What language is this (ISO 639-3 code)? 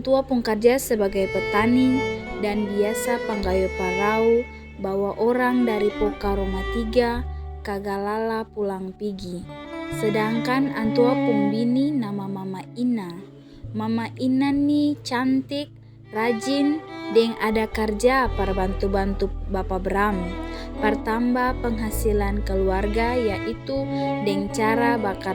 abs